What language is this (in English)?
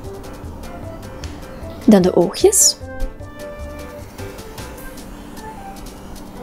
Dutch